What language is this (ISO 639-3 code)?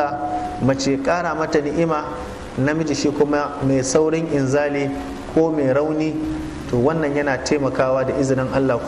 hau